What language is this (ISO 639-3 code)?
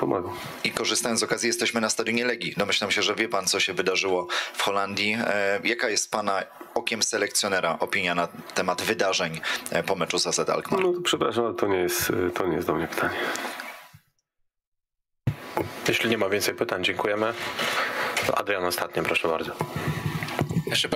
pol